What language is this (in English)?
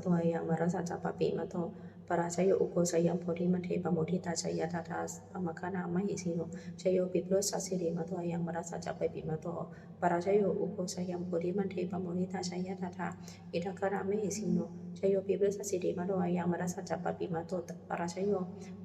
Pali